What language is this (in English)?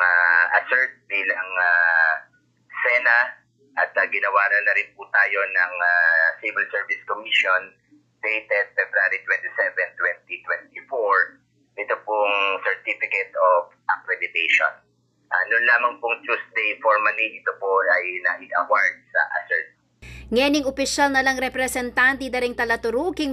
Pampanga